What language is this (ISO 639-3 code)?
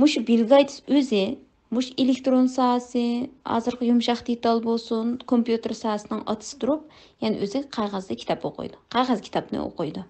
uig